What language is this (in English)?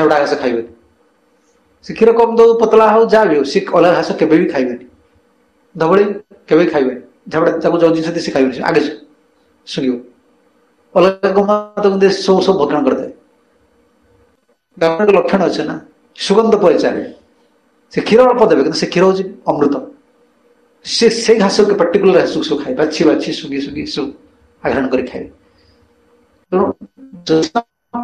Odia